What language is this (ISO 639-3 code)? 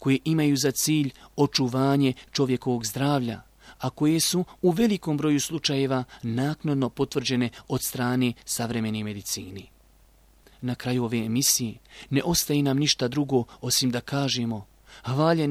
bos